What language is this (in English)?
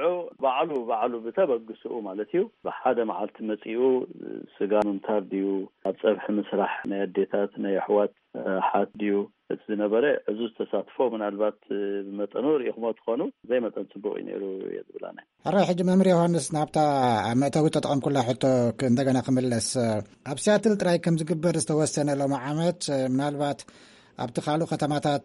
Tigrinya